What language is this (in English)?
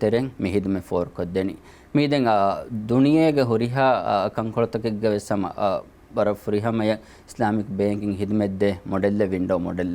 Divehi